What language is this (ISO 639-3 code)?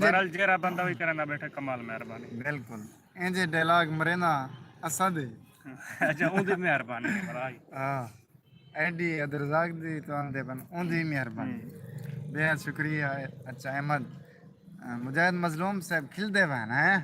skr